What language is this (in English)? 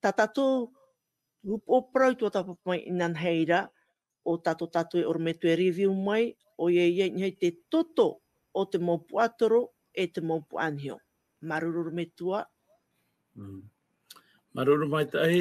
Tahitian